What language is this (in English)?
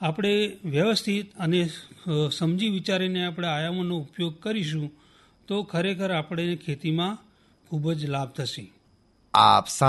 Gujarati